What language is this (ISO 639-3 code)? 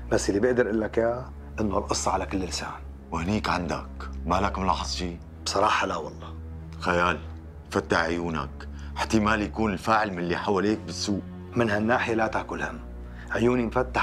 apc